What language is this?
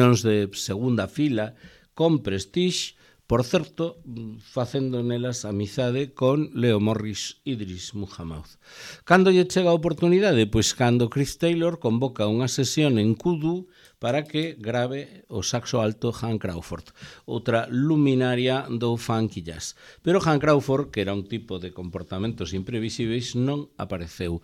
Galician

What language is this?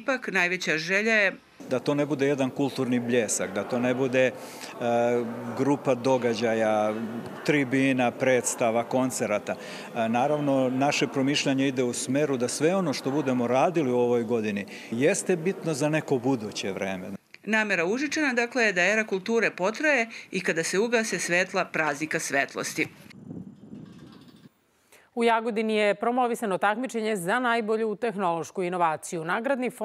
Serbian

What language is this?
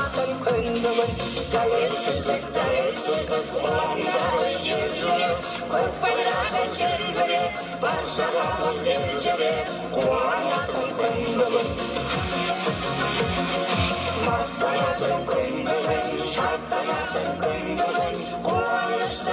Kazakh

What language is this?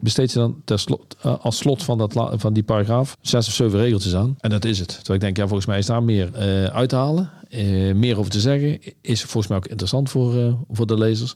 Dutch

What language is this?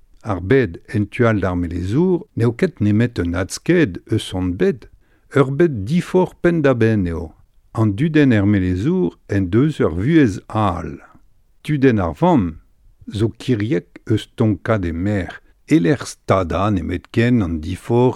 Breton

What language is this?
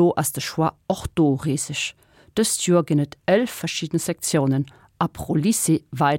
Luxembourgish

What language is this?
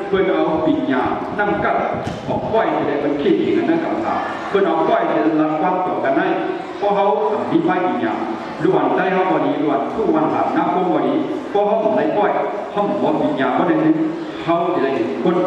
Shan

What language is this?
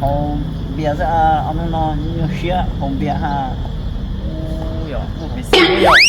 Hmong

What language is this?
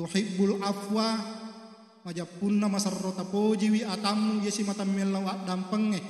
Buginese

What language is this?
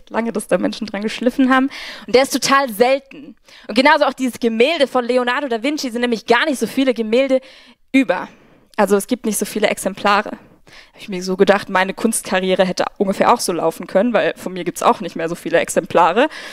Swiss German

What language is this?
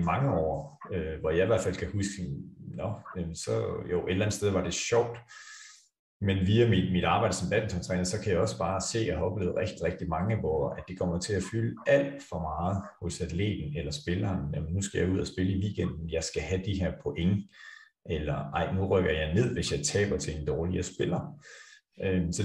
Danish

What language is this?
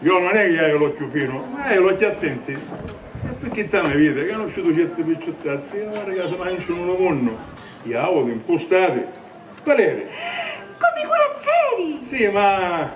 Sicilian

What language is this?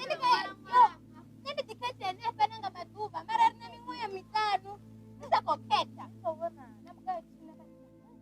Venda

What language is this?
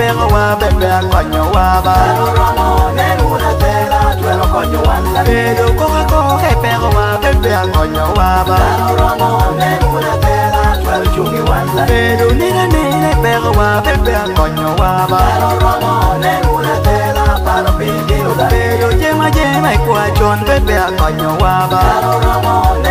Lango (Uganda)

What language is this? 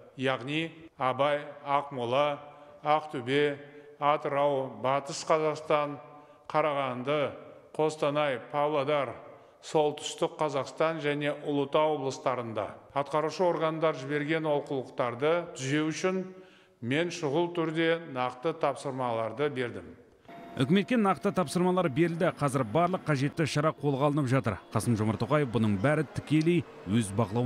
Kazakh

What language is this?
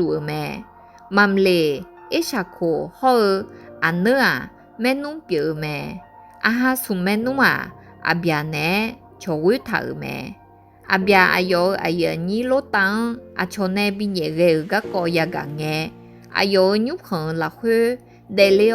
Akha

